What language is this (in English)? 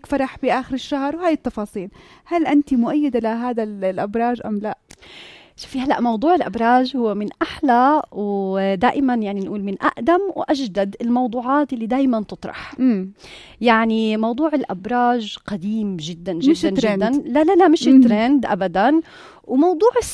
North Levantine Arabic